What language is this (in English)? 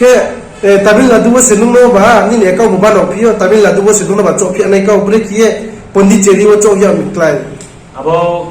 Riang (India)